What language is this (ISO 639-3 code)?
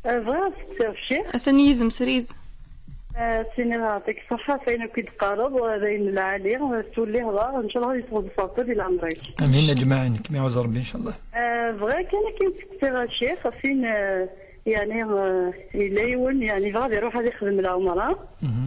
kab